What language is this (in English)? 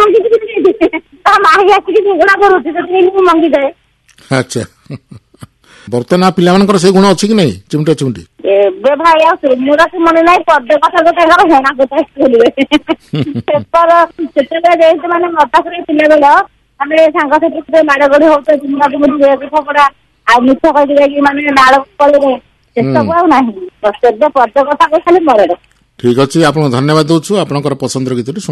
Odia